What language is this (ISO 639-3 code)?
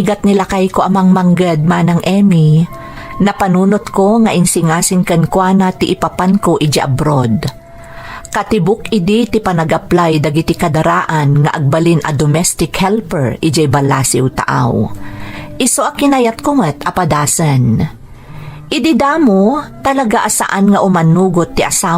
ilo